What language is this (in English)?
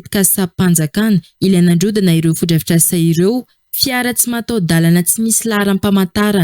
Malagasy